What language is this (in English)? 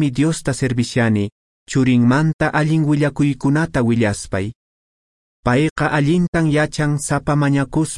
Quechua